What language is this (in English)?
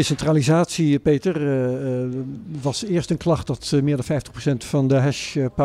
Dutch